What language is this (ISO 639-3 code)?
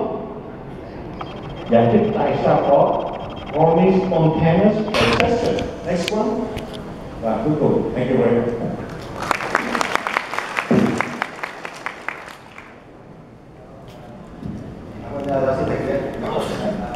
vie